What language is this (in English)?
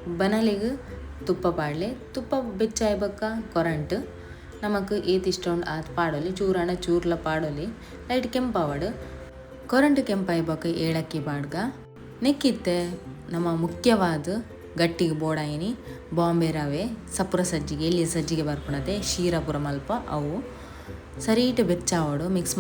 Tulu